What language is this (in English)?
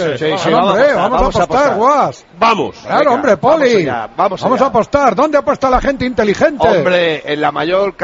Spanish